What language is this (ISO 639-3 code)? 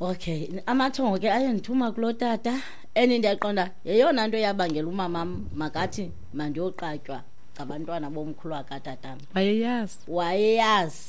xho